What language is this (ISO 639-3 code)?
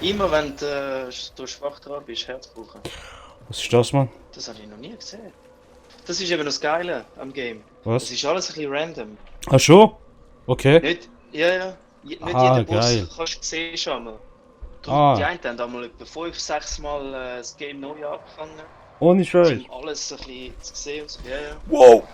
gsw